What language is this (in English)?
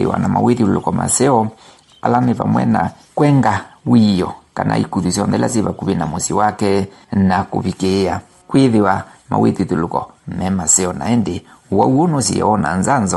Kamba